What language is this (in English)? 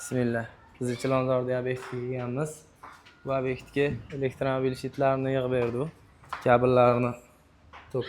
Uzbek